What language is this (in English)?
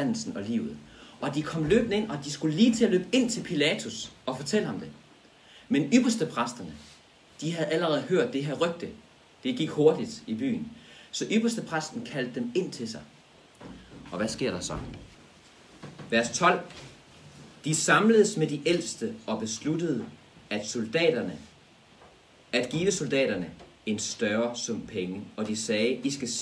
Danish